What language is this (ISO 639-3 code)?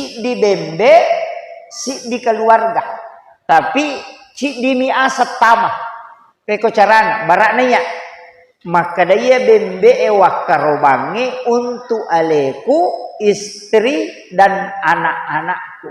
bug